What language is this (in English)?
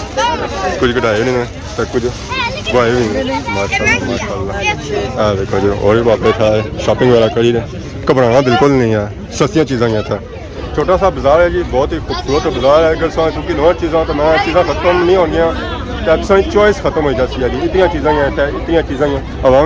Pahari-Potwari